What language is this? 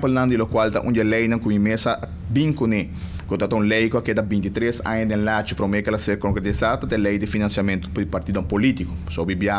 Papiamento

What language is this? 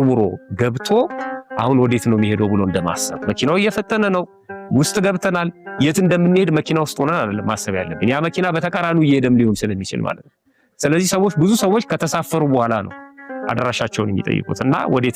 Amharic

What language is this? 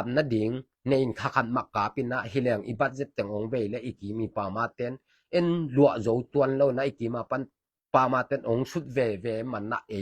Tedim Chin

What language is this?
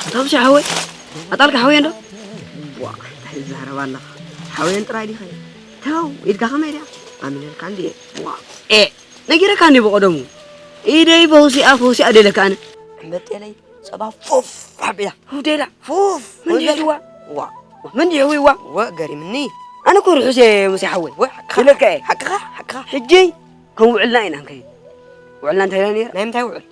Tigrinya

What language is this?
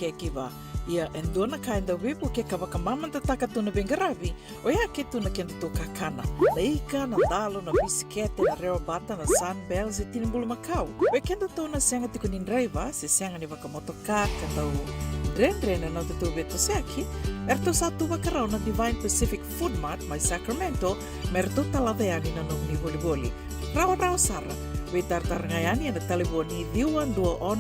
Fijian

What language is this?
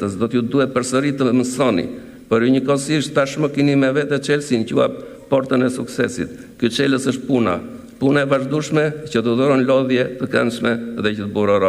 Albanian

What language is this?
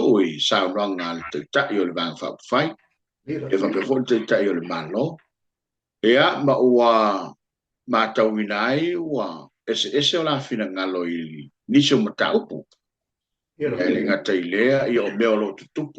Samoan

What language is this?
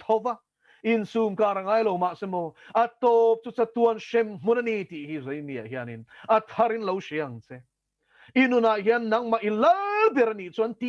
Mizo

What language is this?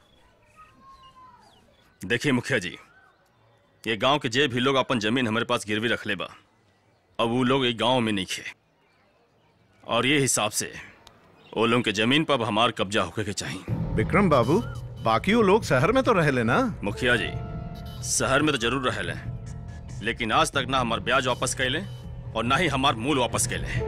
Bhojpuri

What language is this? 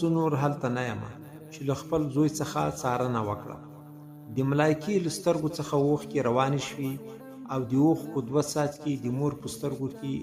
Pashto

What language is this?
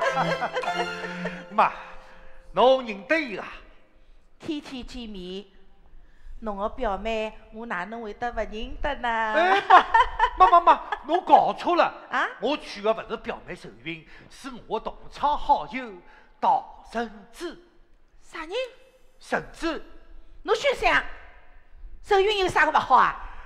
Wu Chinese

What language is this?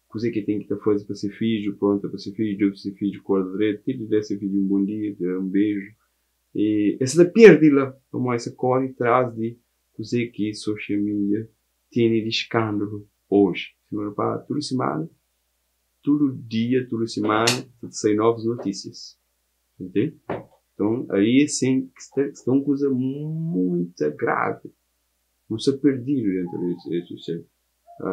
Kabuverdianu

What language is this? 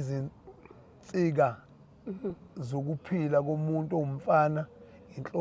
Zulu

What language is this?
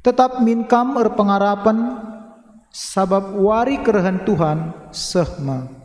Batak Karo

